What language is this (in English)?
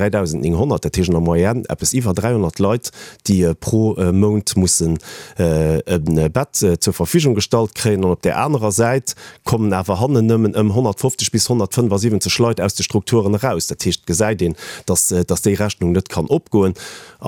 Luxembourgish